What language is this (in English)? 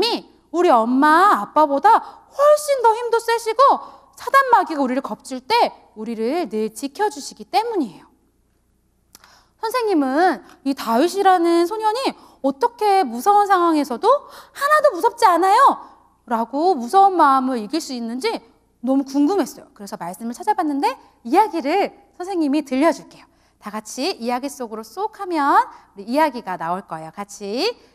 Korean